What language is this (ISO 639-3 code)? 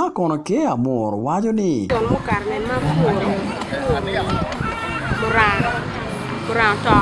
ach